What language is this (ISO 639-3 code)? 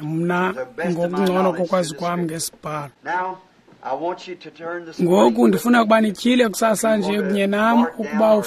xho